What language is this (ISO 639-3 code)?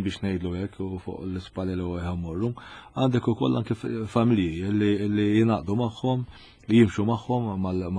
mlt